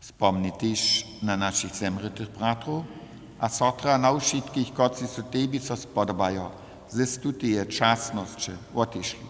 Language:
Upper Sorbian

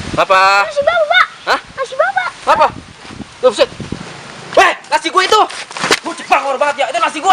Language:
Betawi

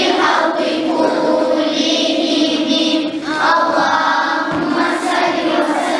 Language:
Kumyk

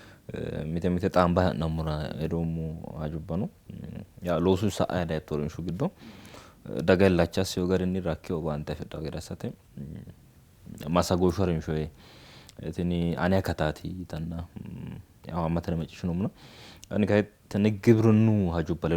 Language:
Sidamo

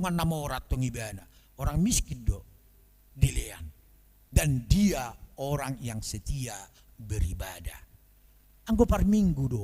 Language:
Batak Toba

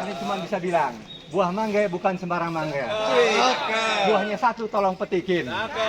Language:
Betawi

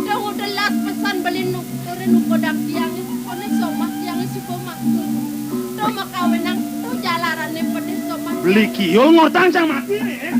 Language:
Balinese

